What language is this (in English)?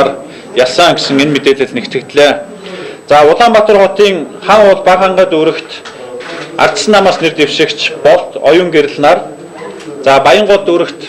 Mongolian